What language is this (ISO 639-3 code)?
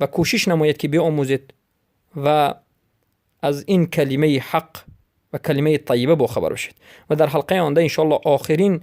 fas